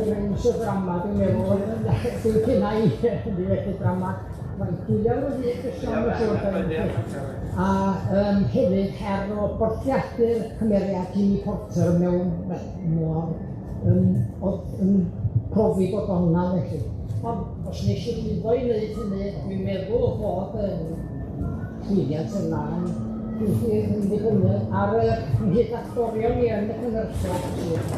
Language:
Welsh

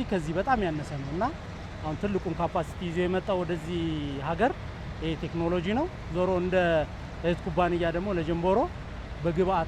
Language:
Amharic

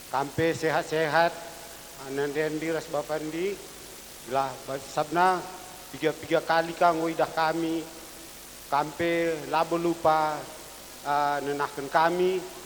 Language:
Batak Karo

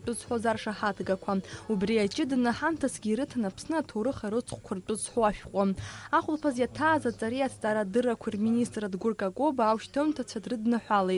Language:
Abkhazian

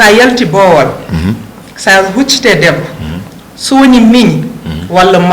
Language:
Fula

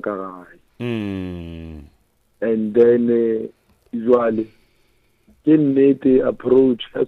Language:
Northern Sotho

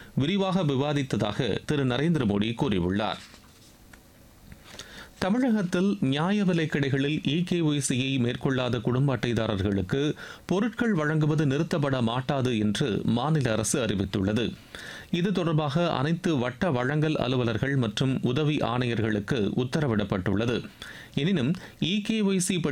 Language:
Tamil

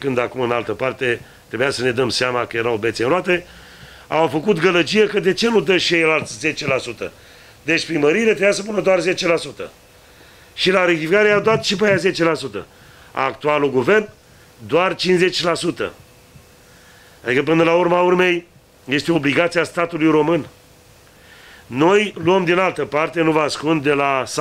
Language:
Romanian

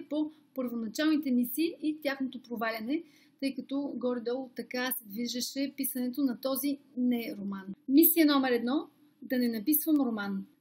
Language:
Bulgarian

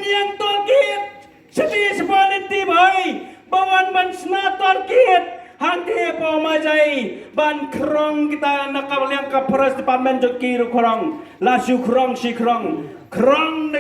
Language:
Khasi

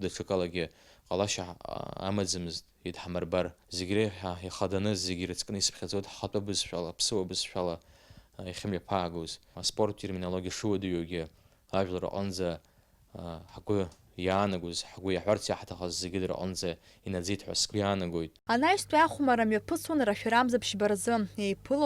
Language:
Abkhazian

